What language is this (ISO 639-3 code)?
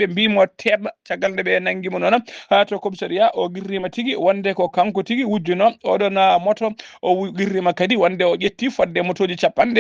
ful